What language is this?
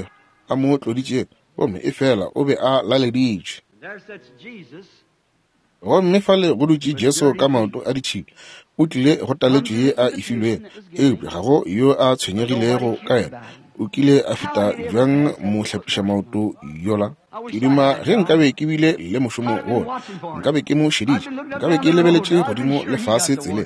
Northern Sotho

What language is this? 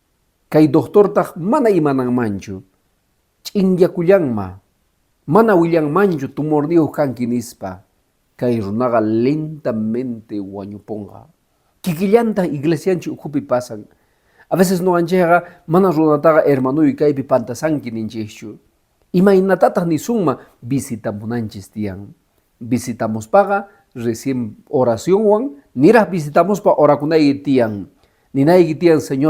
Quechua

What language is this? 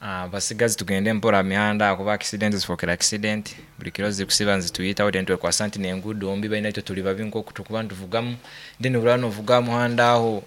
Nyoro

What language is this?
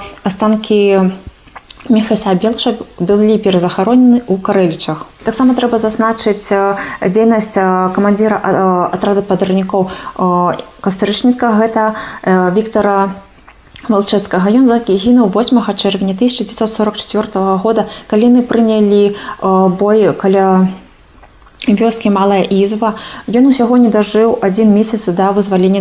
Belarusian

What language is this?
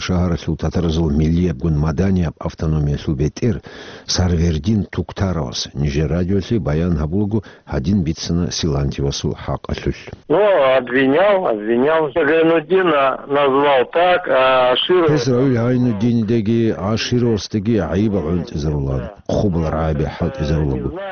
Avaric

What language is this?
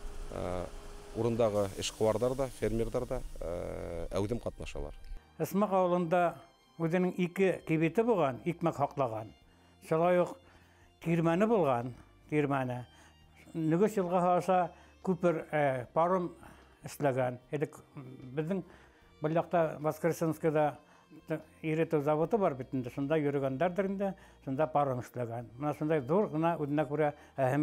Bashkir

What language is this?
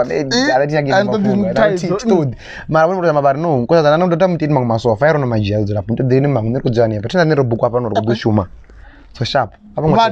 Venda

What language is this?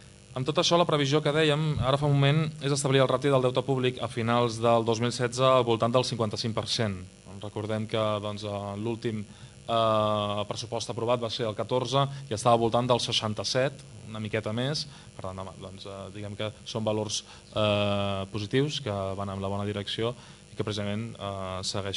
Catalan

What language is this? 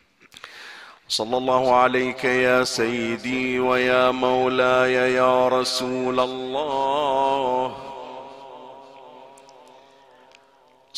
Arabic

